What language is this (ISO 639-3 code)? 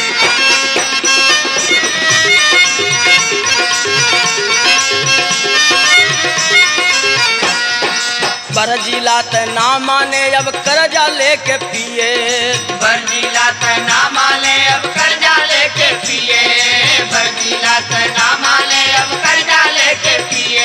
bho